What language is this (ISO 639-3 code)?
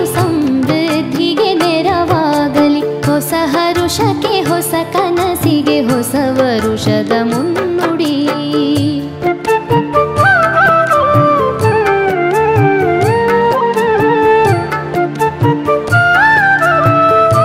kan